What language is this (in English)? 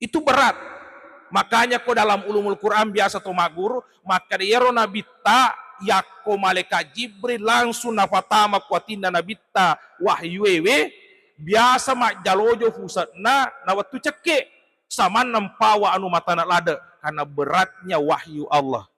Buginese